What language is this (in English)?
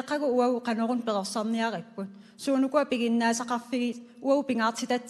Kalaallisut